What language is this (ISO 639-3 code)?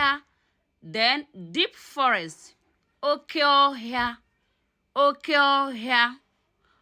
ibo